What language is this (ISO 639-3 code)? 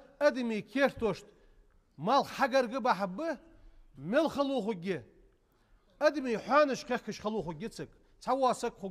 inh